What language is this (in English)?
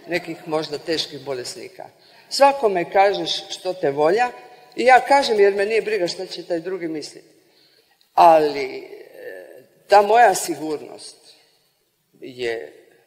Croatian